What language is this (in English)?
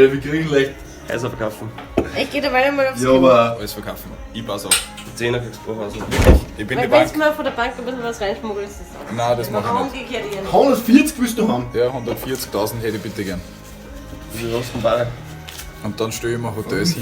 Bavarian